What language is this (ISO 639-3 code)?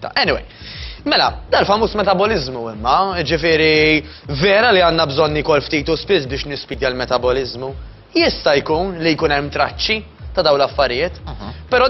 mlt